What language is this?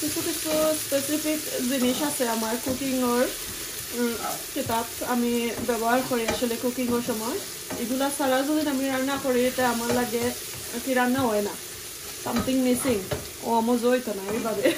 Sylheti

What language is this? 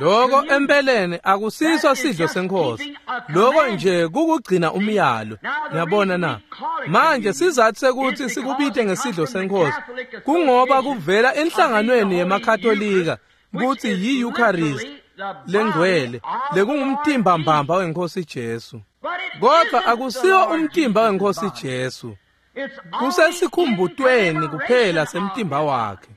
Swati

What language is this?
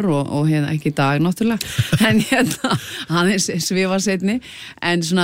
Icelandic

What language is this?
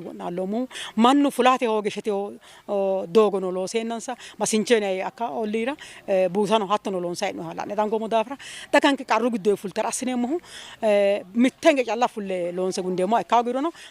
Sidamo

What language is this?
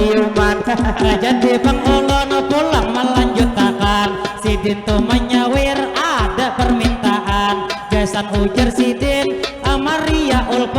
Banjar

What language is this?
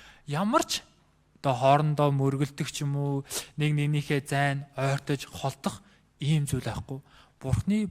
Mongolian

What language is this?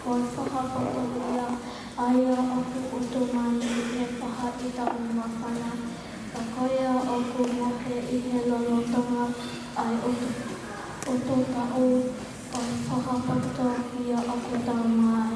Tongan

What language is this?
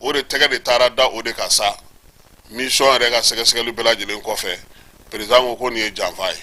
Bambara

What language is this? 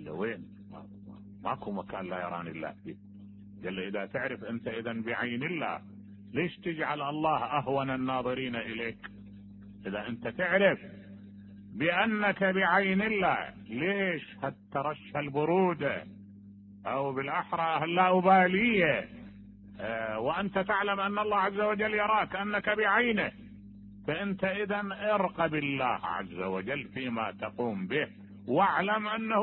Mesopotamian Arabic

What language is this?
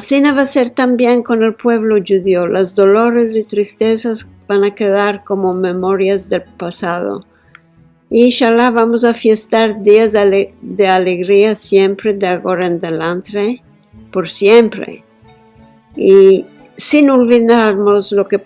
Ladino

